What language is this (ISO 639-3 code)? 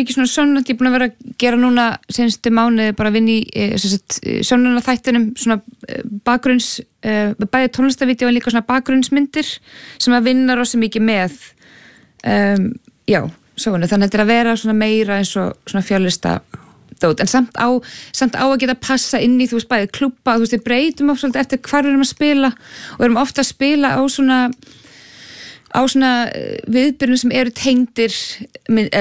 isl